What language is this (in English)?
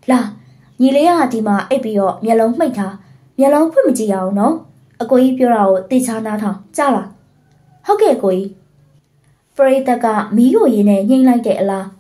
Burmese